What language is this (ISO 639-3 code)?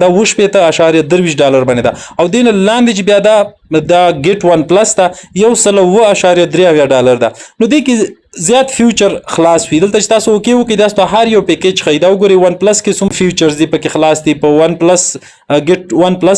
pus